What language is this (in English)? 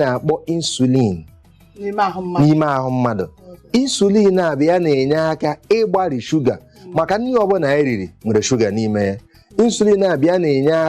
Igbo